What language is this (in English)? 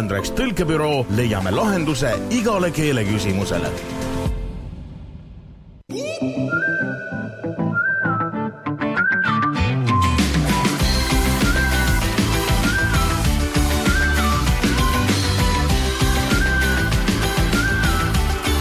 Estonian